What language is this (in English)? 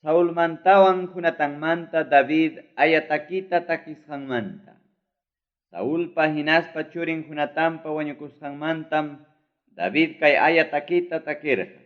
Ayacucho Quechua